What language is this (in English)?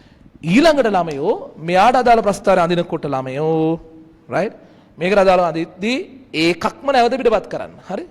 Sinhala